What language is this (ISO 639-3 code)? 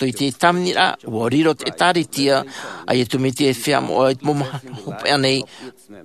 tah